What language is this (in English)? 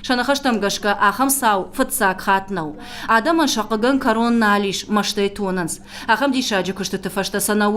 Ossetic